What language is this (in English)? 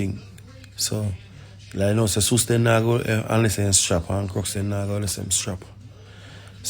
Jamaican Creole English